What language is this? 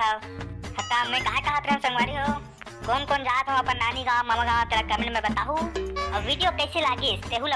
Chhattisgarhi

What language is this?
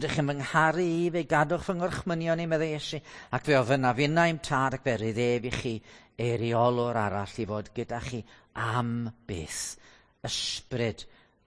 Welsh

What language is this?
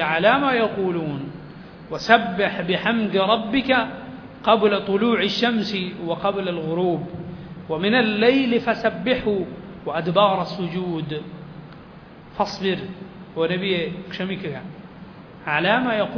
Malayalam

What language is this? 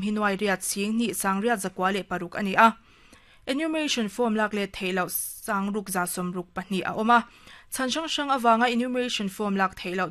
Mizo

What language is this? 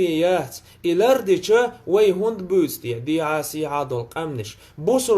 Chechen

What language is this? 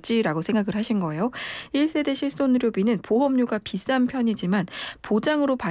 Korean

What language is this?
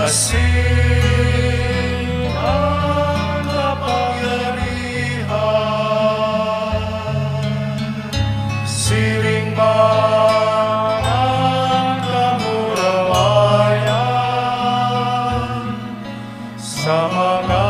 Bikol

